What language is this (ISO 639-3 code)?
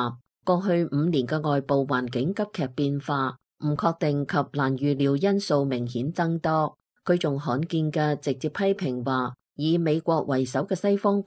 yue